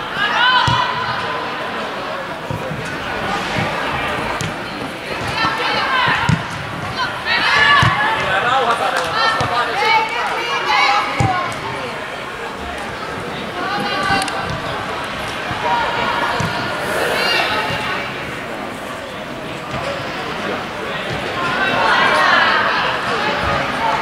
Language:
Finnish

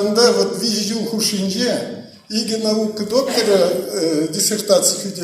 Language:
Chuvash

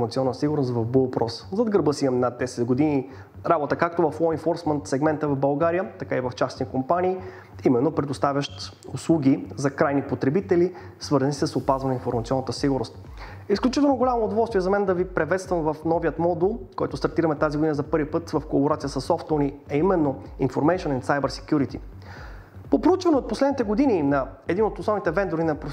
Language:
Bulgarian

